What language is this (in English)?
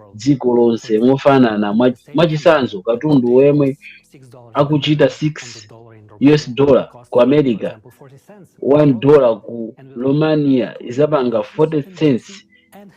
Nyanja